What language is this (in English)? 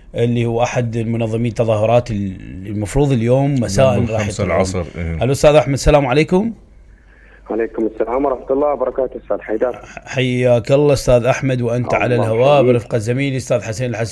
Mesopotamian Arabic